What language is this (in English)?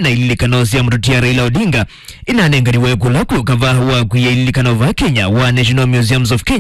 Kamba